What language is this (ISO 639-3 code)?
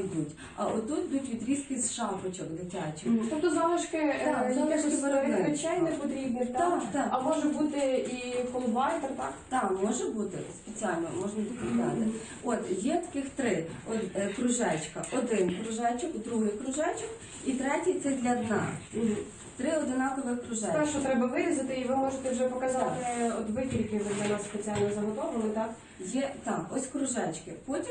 ukr